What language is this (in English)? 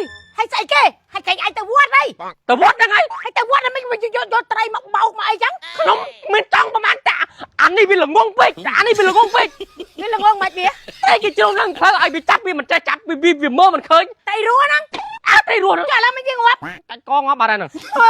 Khmer